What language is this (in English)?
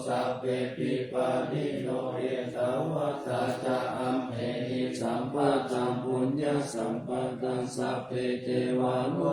Pali